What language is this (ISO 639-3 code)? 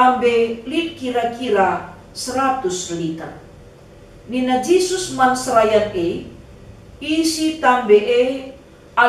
btx